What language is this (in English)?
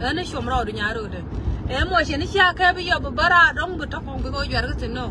Nuer